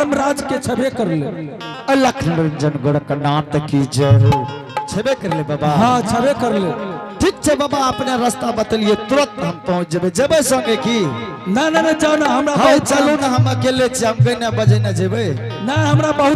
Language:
Angika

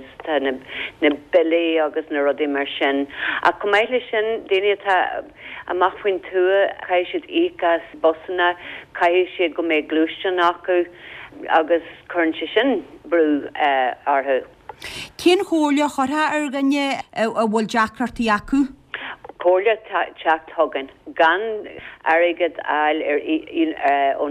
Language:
Irish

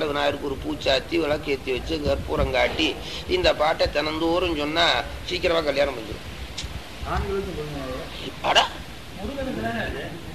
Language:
Tamil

